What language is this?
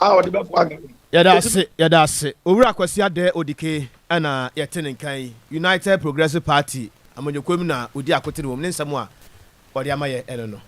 Akan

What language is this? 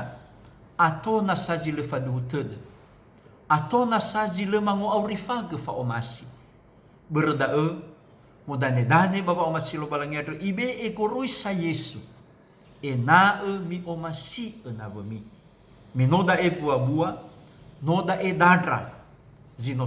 Nias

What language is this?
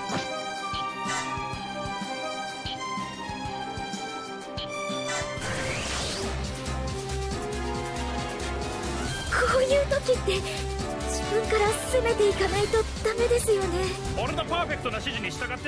Japanese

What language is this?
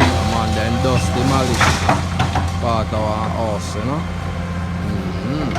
Jamaican Creole English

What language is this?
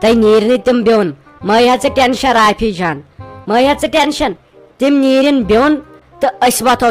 Kashmiri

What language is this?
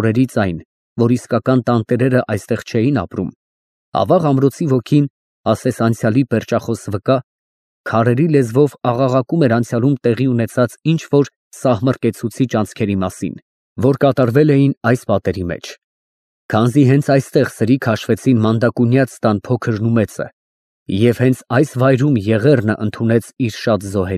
Armenian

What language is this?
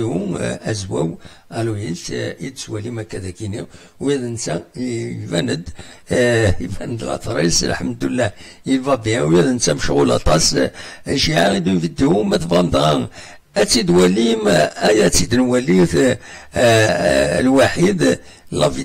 Kabyle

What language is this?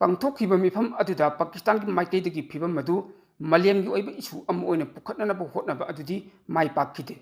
Manipuri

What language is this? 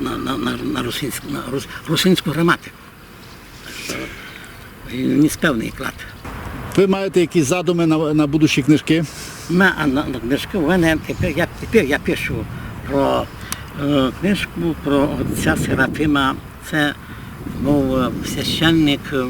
Rusyn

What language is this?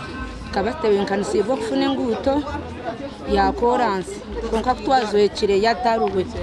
Nyankole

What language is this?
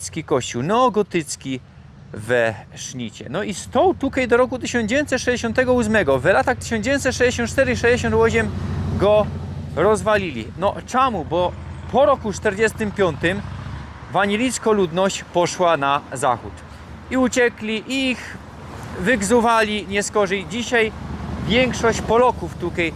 Silesian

